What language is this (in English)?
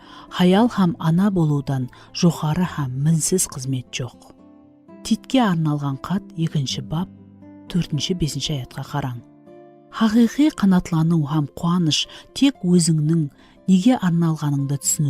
Kara-Kalpak